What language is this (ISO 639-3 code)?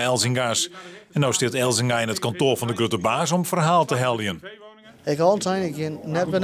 fry